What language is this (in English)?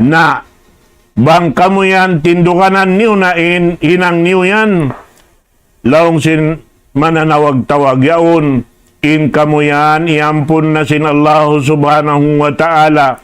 Tausug